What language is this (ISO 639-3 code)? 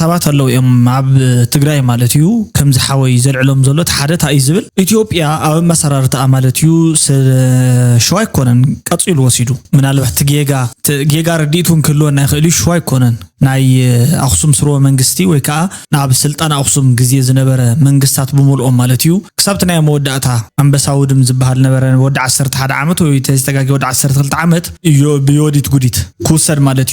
tir